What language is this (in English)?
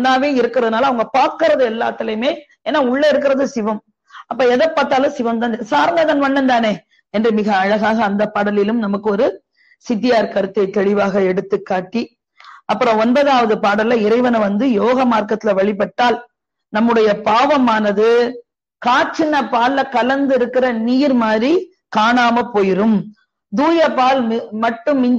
Tamil